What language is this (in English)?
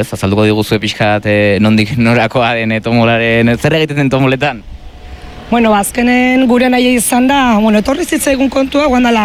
Basque